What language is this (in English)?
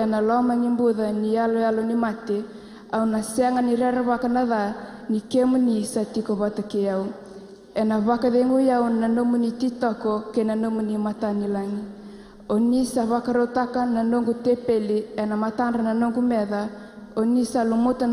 Fijian